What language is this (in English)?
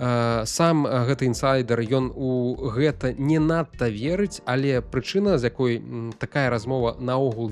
Belarusian